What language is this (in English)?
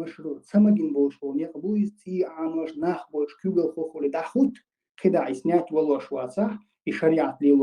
Chechen